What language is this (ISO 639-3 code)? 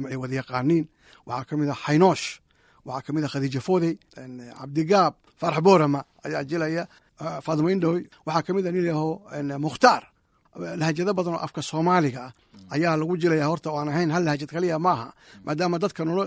som